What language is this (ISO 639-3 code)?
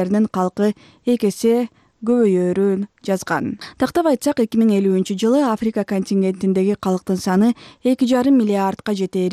kir